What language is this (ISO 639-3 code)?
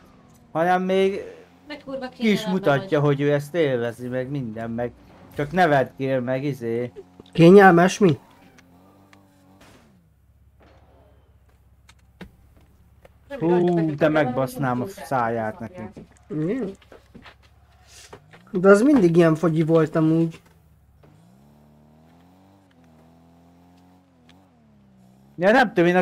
hun